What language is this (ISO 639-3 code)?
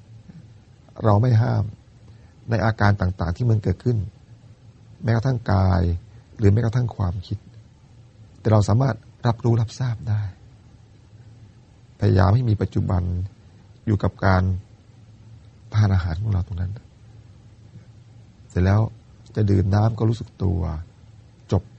tha